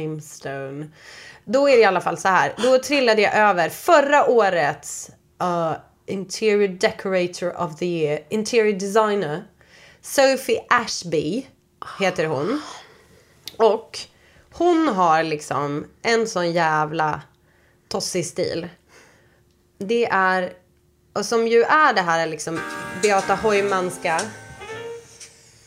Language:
Swedish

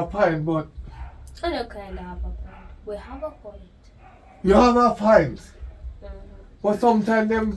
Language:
Jamaican Creole English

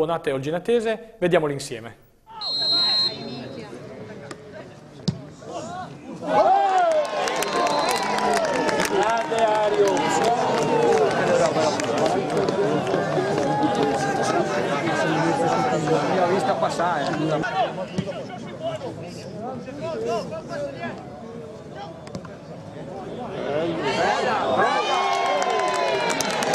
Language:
Italian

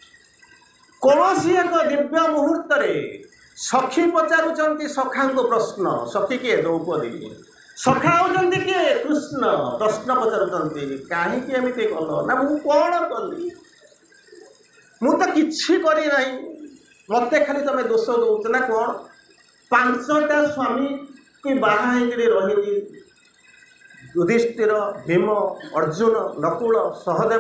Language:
Odia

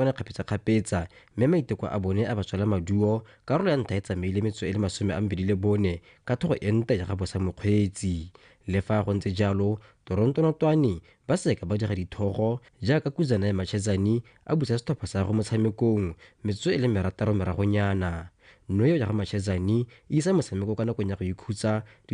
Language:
Tswana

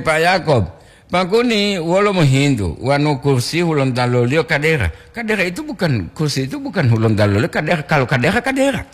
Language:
Gorontalo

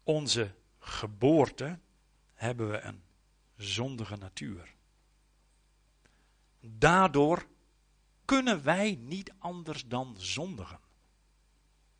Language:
Dutch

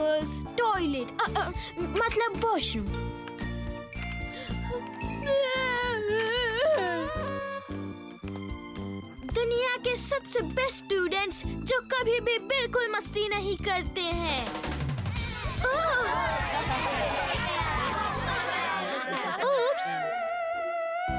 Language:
Hindi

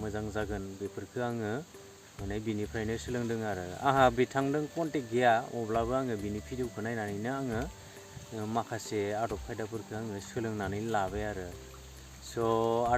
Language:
Bodo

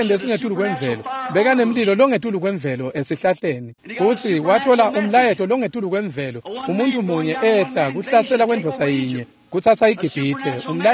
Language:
Swati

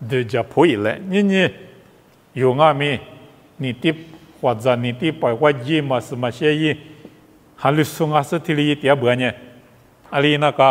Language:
Lisu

